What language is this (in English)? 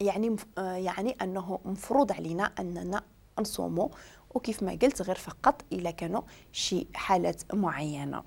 Moroccan Arabic